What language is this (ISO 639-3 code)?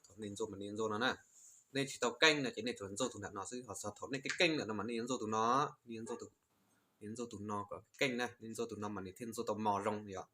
hmn